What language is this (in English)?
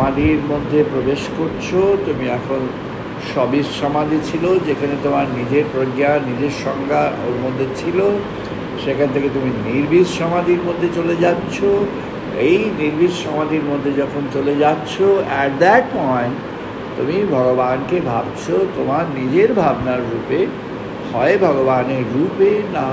Bangla